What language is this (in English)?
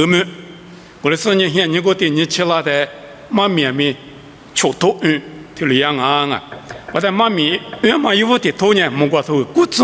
Lisu